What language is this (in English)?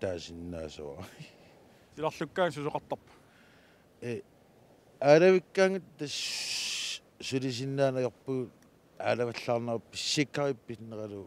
Kalaallisut